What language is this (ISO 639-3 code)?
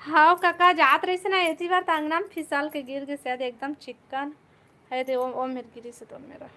hne